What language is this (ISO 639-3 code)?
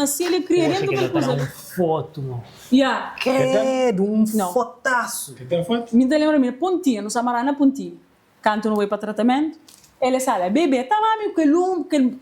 kea